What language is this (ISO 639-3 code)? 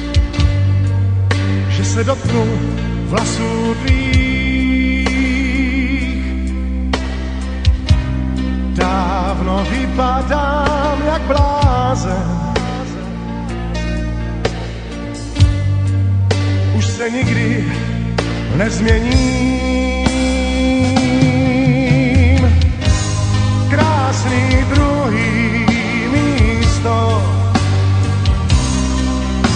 ces